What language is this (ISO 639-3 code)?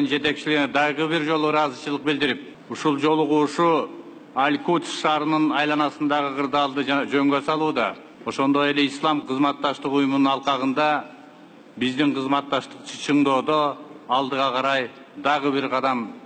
kir